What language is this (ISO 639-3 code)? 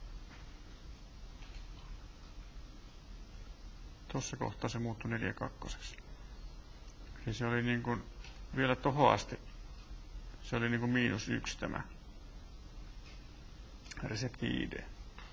fin